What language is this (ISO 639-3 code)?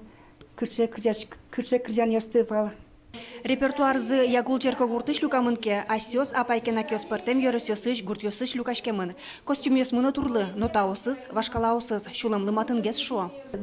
udm